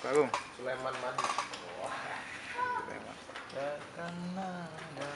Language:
Musi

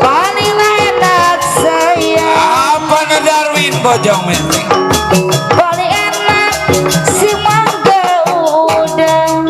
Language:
Betawi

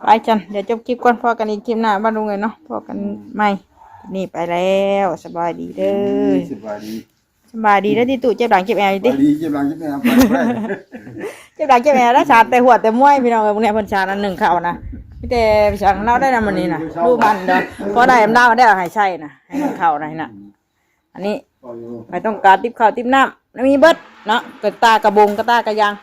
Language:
Northeastern Thai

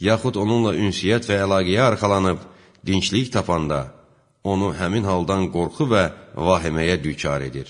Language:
Azerbaijani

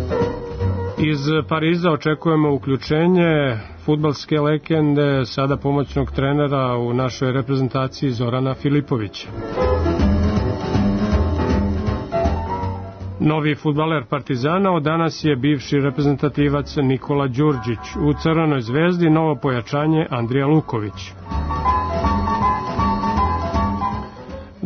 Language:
Serbian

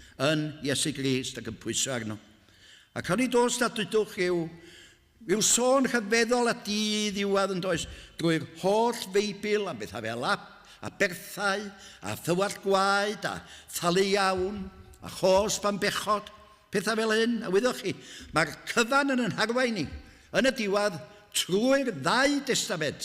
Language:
Welsh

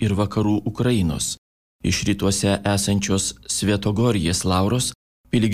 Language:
Lithuanian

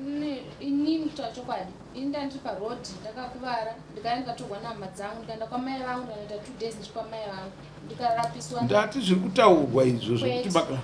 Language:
Shona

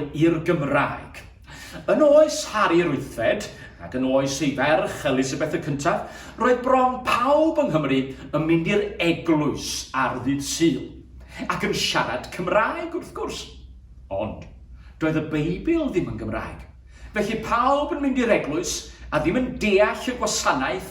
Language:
Welsh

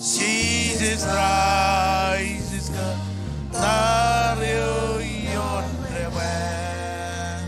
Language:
Marshallese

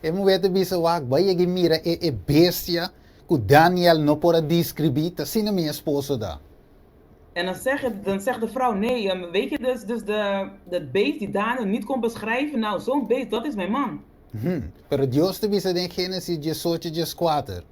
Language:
Papiamento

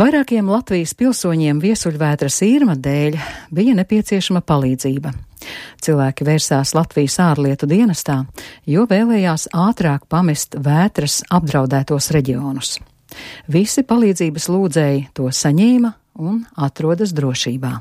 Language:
Latvian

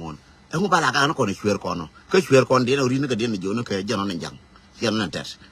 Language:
Nuer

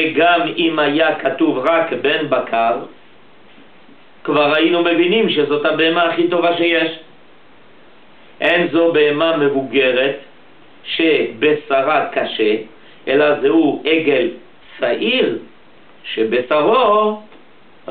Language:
Hebrew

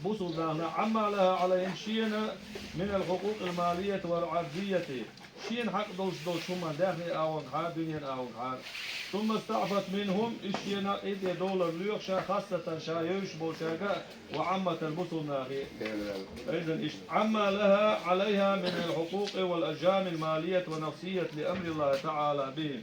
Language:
Chechen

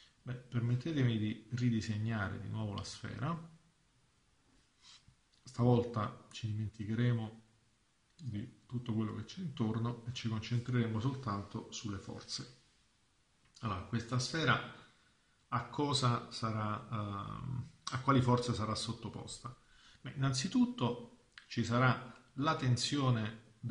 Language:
Italian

